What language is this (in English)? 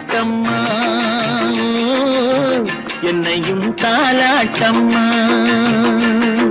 Tamil